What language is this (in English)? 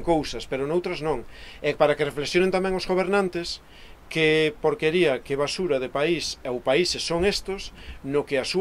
Galician